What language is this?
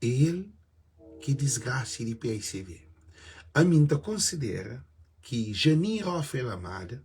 Kabuverdianu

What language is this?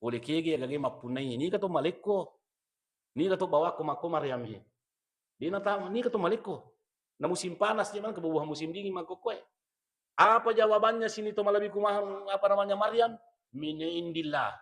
Buginese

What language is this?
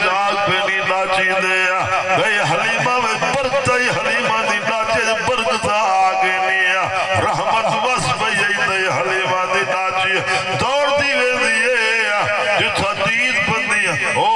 Saraiki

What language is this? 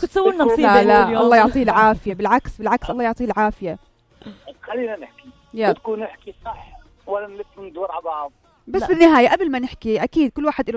North Levantine Arabic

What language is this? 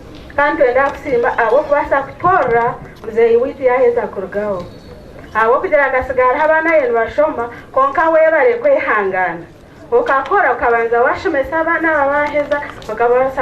Nyankole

